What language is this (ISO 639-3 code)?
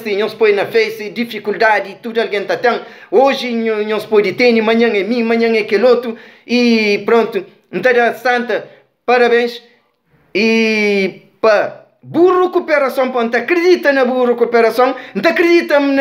kea